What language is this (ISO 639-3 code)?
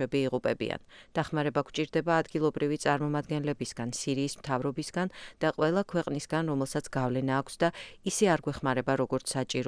kat